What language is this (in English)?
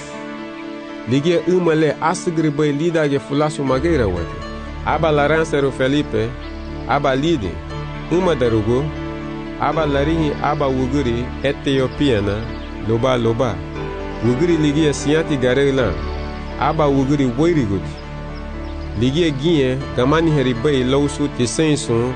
Garifuna